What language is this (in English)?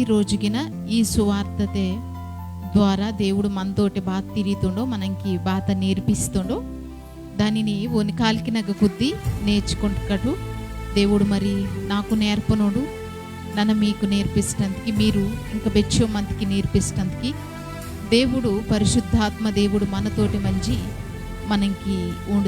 Koya